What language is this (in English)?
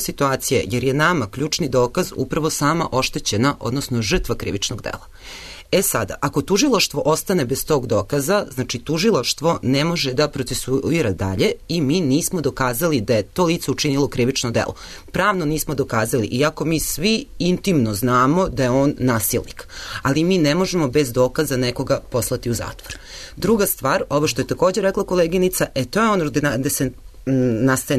Serbian